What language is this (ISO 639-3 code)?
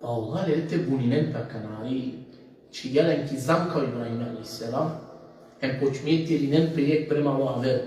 rmn